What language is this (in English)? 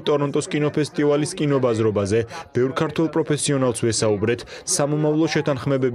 Georgian